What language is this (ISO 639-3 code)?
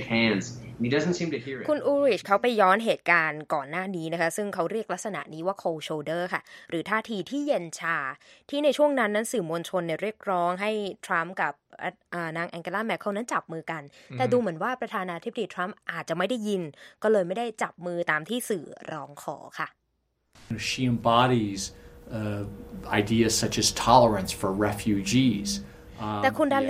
tha